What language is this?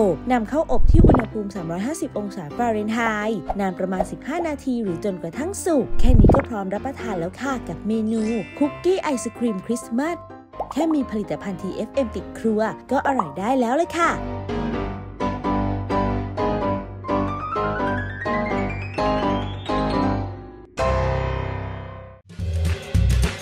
Thai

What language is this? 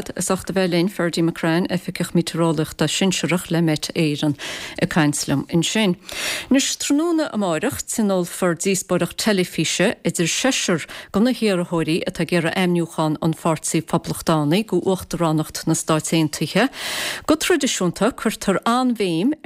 Irish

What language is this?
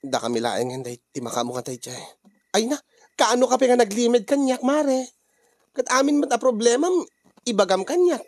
Iloko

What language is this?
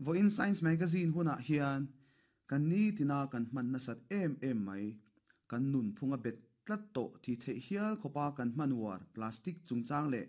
Mizo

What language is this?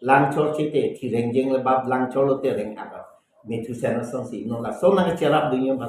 Karbi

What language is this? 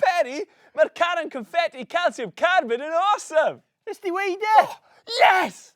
Welsh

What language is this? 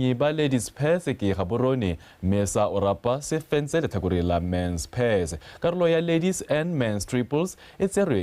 Tswana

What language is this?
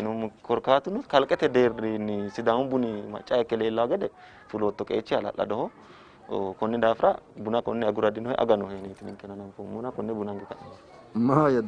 Sidamo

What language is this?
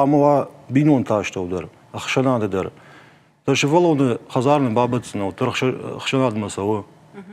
Ossetic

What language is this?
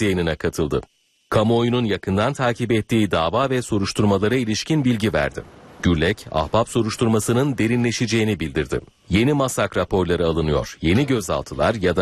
Turkish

